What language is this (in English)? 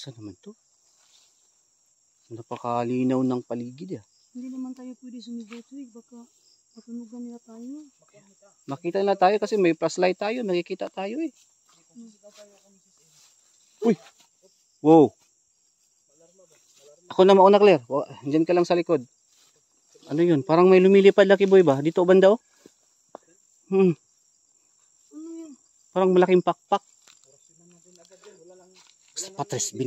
Filipino